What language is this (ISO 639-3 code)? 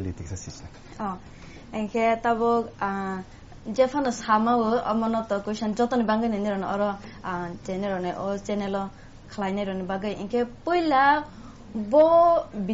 trp